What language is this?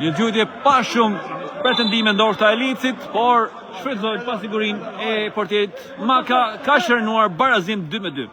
Albanian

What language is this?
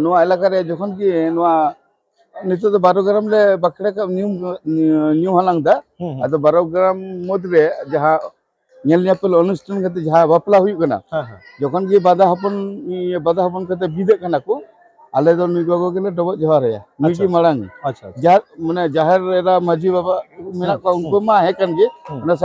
Santali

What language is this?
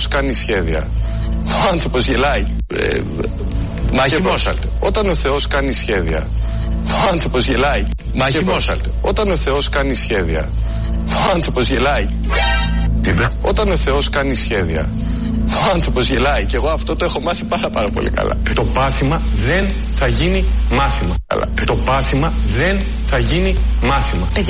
Greek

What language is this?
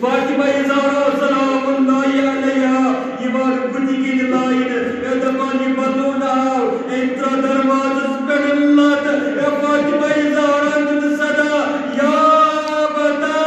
Kashmiri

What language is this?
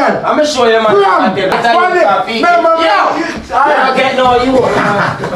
Jamaican Creole English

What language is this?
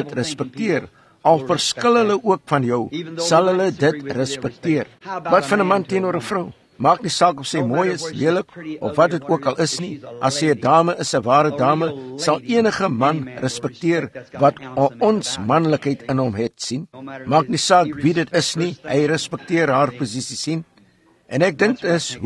Afrikaans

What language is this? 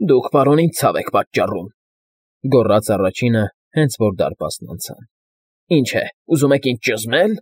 Armenian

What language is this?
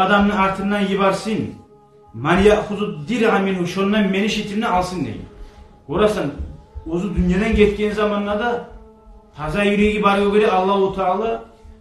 Kumyk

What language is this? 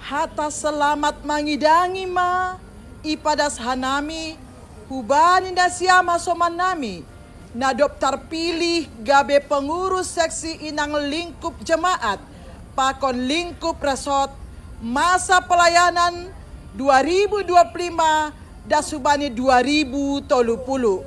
Batak Simalungun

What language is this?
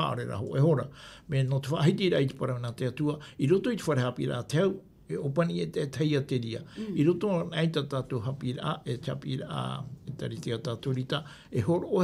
Tahitian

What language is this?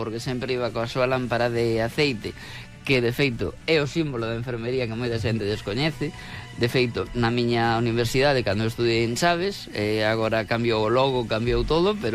Galician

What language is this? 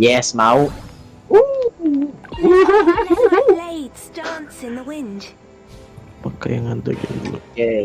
Banjar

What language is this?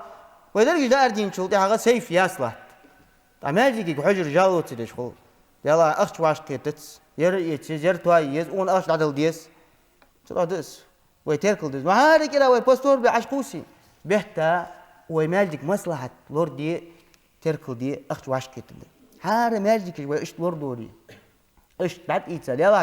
Ingush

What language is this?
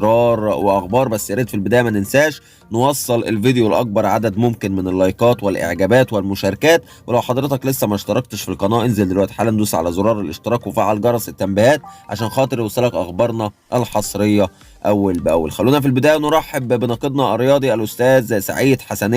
Egyptian Arabic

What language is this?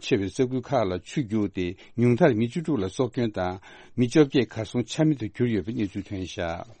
Tibetan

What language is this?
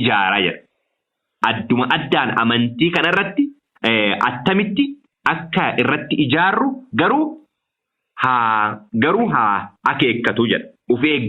Oromo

